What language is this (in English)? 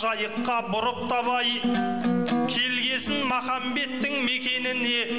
Kazakh